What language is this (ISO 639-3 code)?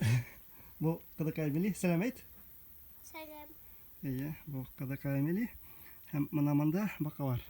bak